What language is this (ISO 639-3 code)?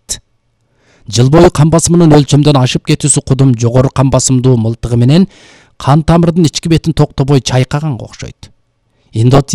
kir